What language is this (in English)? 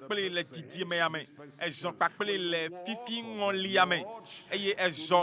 Ewe